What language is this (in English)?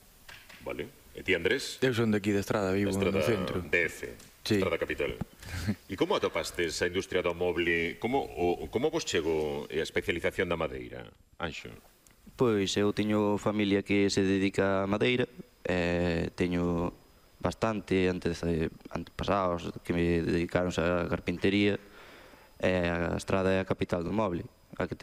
Galician